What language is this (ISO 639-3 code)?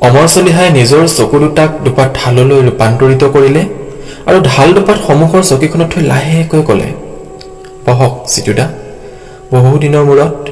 asm